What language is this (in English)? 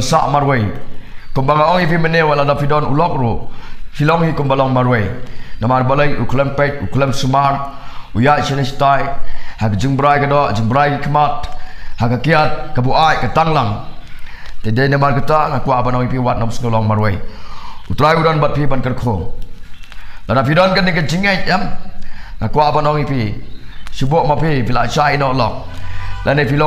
Khasi